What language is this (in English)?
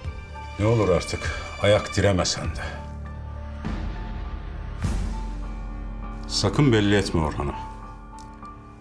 Turkish